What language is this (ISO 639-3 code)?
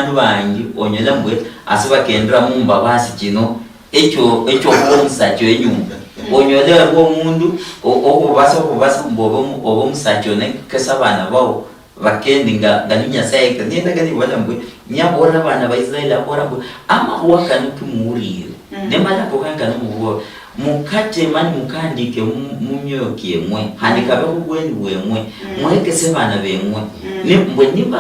luy